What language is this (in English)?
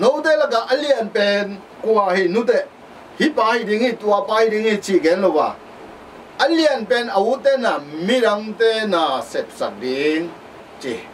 Tedim Chin